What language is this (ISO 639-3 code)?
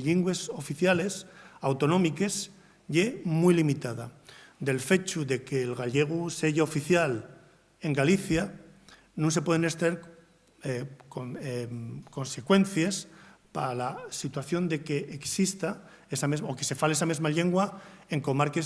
ast